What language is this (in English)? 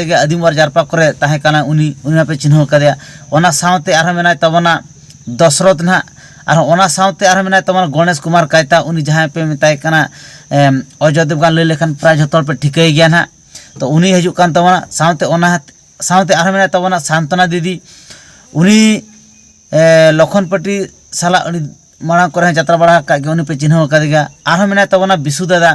Santali